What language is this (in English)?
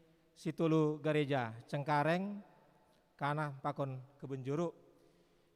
Batak Simalungun